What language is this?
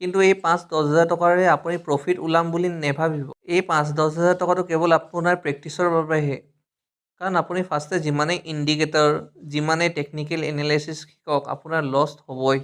Assamese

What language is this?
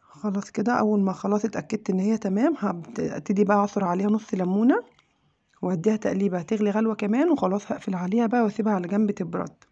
Egyptian Arabic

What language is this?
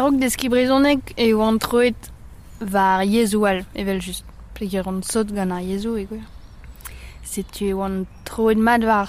Breton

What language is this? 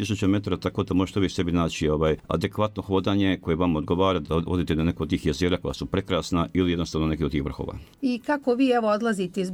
Croatian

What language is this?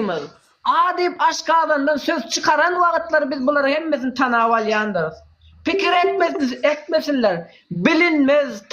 Turkmen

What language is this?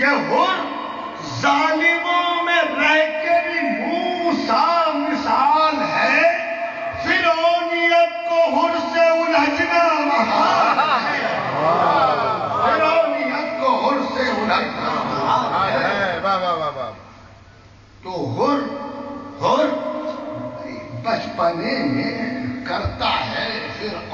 Urdu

